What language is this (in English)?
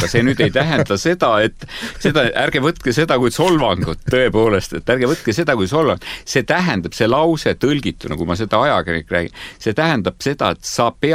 Estonian